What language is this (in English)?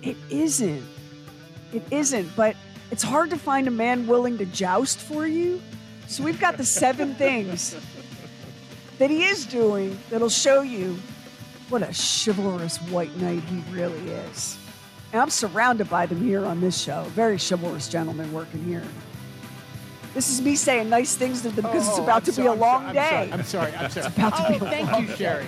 English